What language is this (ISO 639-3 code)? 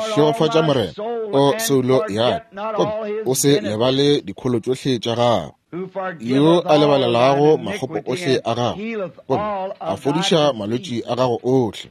nso